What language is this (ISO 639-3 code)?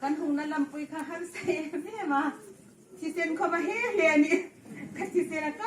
hmr